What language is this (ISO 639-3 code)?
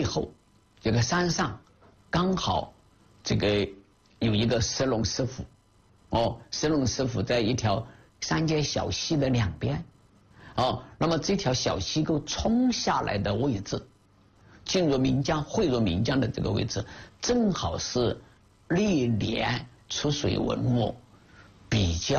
zho